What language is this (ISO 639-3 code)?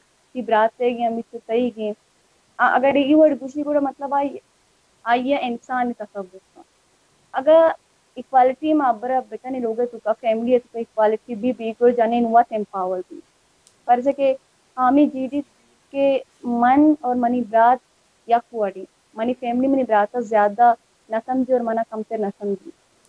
bal